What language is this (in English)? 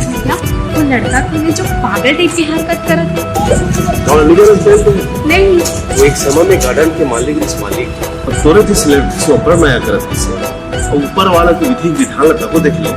Chhattisgarhi